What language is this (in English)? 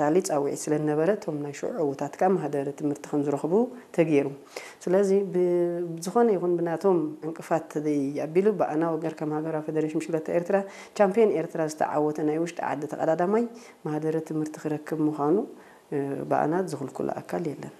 Tigrinya